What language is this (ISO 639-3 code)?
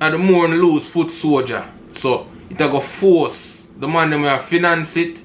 jam